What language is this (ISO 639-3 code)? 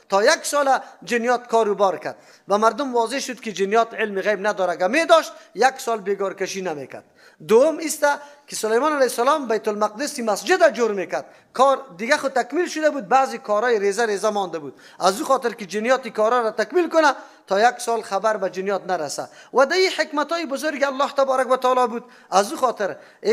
fas